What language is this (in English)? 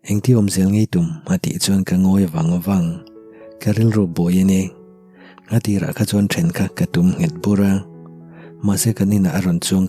Mizo